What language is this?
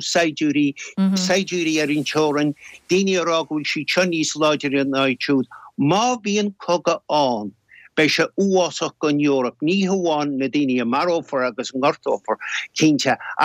Irish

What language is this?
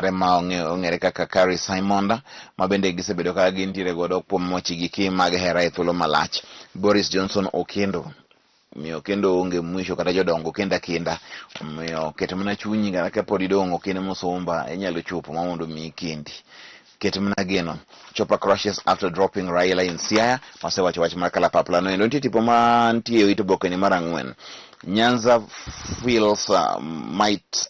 Luo (Kenya and Tanzania)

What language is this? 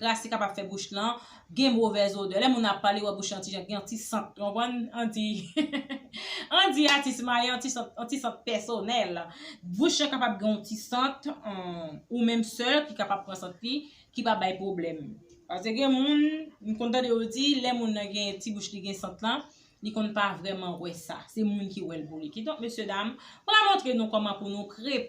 Haitian Creole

